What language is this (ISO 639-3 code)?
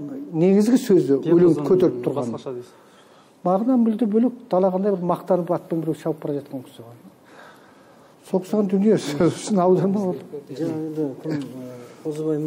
kaz